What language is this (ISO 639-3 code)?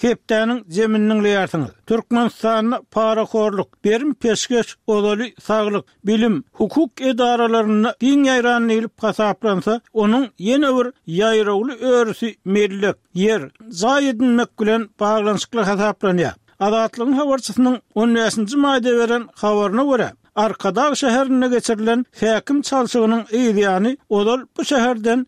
tuk